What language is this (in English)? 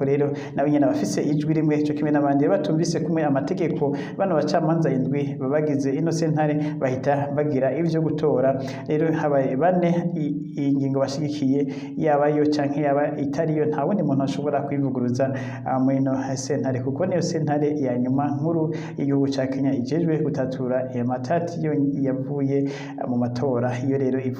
Rundi